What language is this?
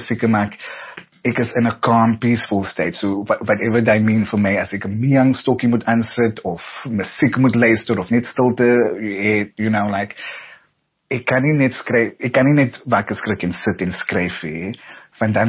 Afrikaans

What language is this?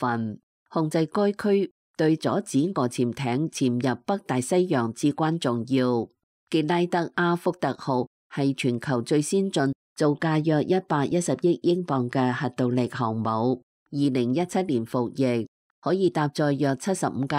Cantonese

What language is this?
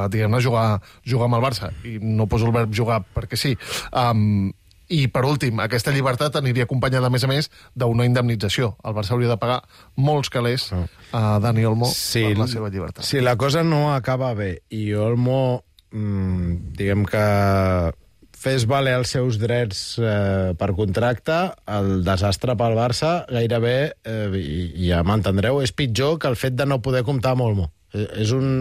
Catalan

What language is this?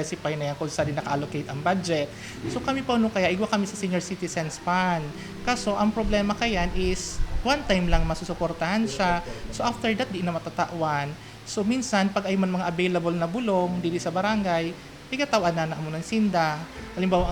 Bikol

